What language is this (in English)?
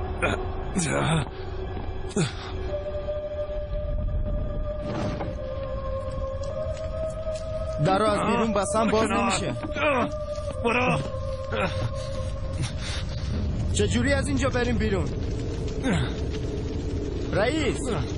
Persian